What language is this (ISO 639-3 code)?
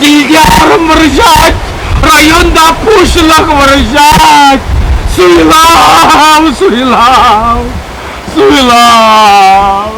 chv